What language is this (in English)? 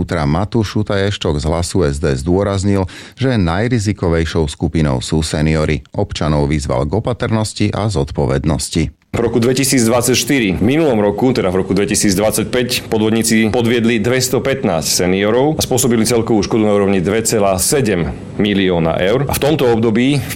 Slovak